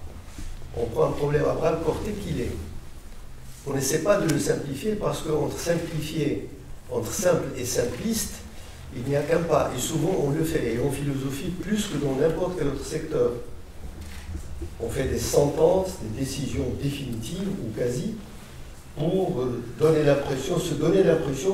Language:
French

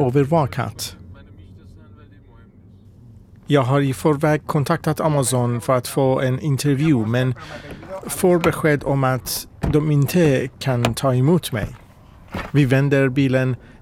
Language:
Swedish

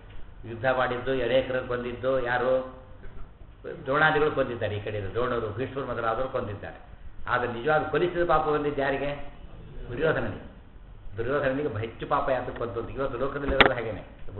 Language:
Kannada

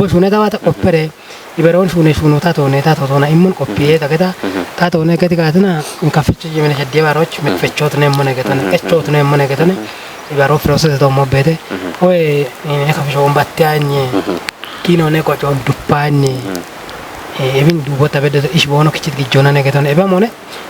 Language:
Kafa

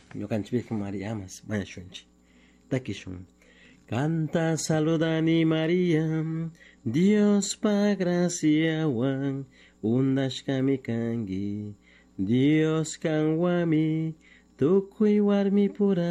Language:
Chimborazo Highland Quichua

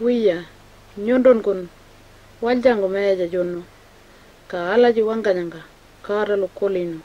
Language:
Pitjantjatjara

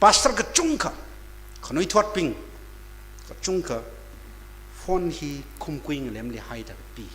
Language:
Tangkhul Naga (India)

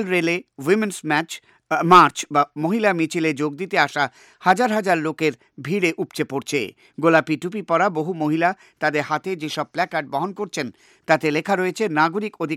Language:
Bangla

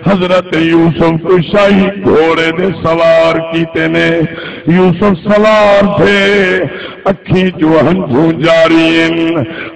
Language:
Saraiki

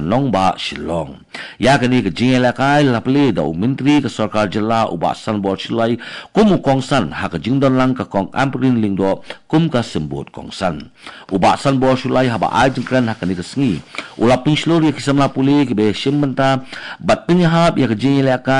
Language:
Khasi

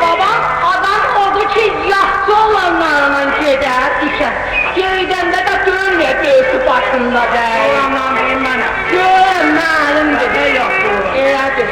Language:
South Azerbaijani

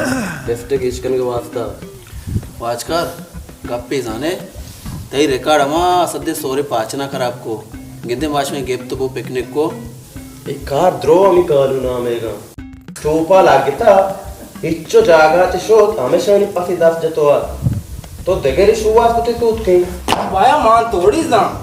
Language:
Baluchi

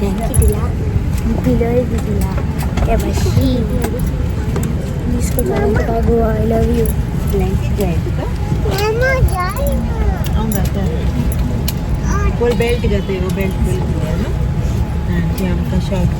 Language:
Konkani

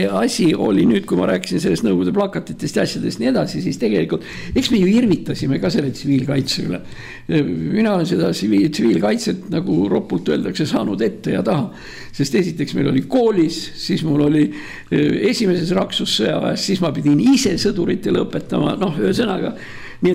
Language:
Estonian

